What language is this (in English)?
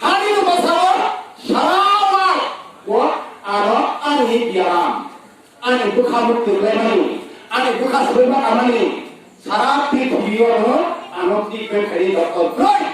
Kok Borok